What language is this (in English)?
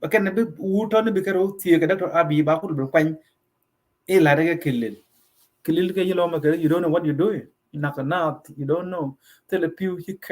Nuer